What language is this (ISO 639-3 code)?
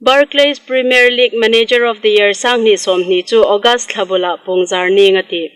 hmr